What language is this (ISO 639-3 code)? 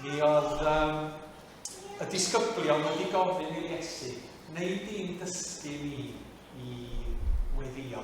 cym